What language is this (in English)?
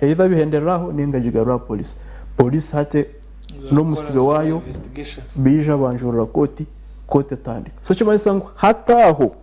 Nyankole